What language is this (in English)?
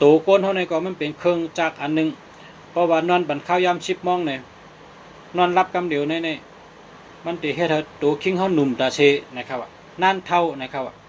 Shan